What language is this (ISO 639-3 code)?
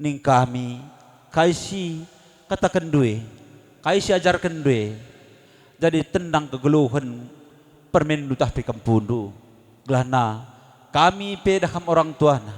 btx